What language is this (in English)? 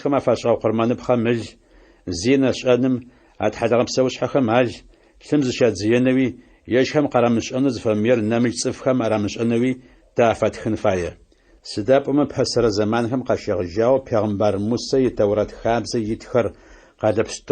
Adyghe